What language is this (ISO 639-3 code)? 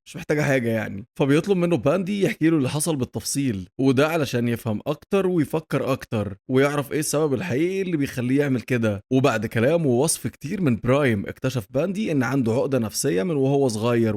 arz